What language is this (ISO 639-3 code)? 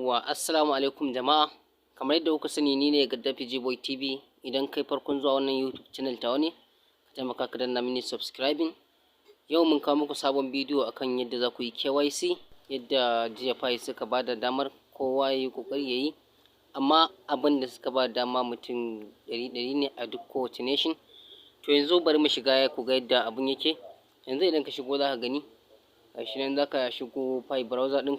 hau